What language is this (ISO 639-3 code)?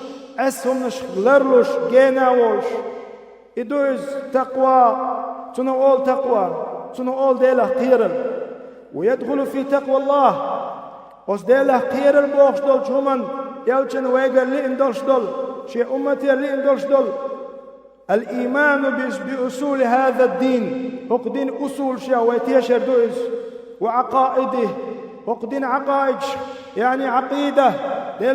che